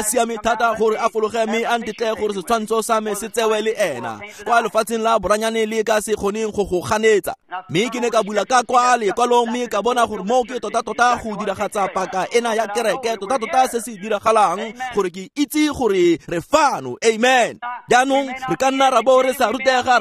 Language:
Tswana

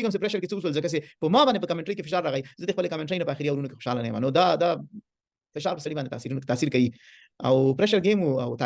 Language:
Pashto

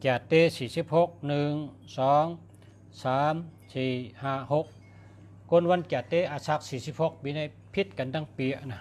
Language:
Shan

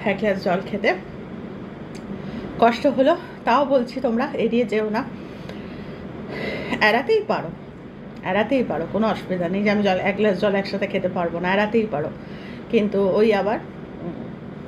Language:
Bangla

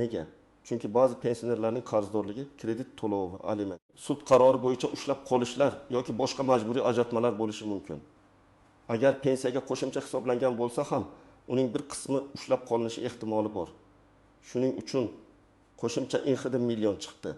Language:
Uzbek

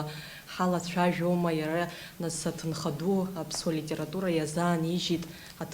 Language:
Abkhazian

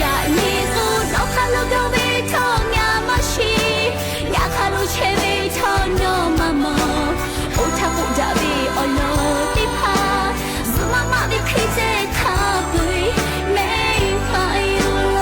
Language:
Lahu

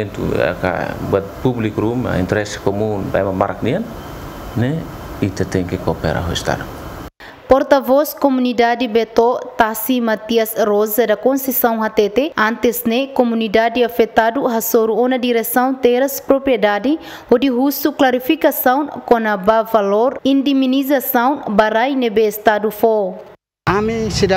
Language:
Tetum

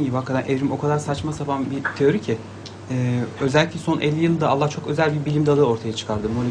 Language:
Turkish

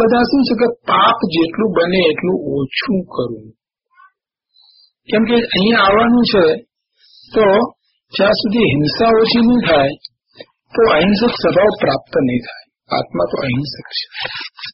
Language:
Gujarati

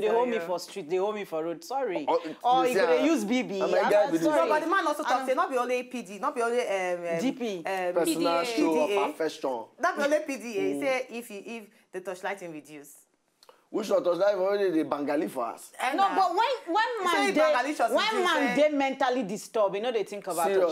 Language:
Nigerian Pidgin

